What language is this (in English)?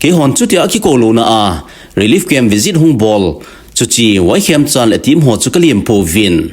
Thado Chin